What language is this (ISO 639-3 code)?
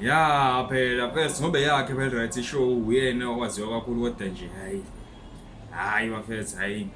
zul